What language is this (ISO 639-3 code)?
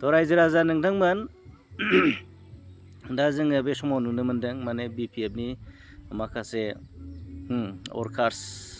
brx